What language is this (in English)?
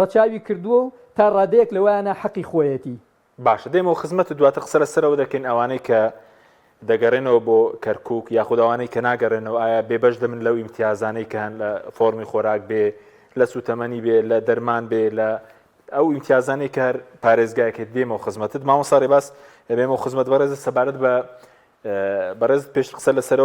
Central Kurdish